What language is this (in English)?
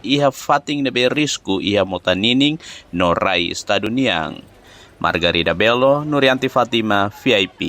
Tetum